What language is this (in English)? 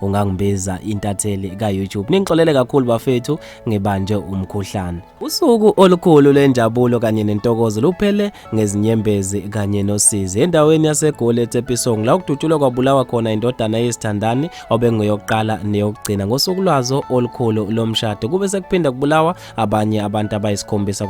Zulu